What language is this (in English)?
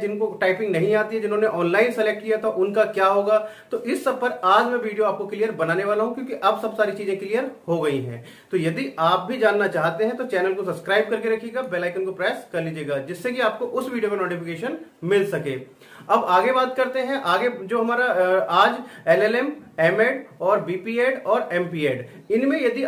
Hindi